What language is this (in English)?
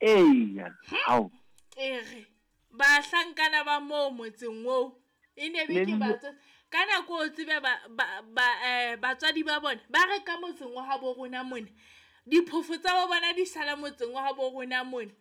Southern Sotho